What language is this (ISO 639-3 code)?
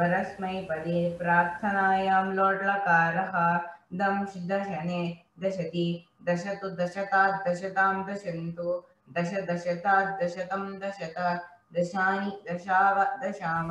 san